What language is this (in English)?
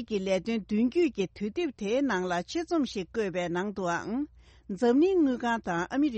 Tibetan